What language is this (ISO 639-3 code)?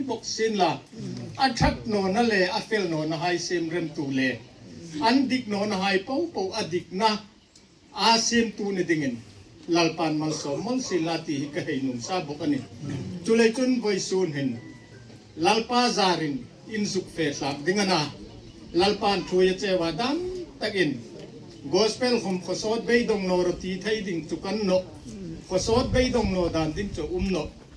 hmr